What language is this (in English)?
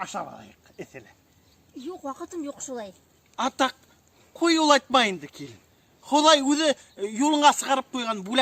Bashkir